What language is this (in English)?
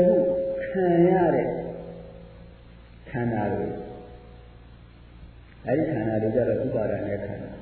Burmese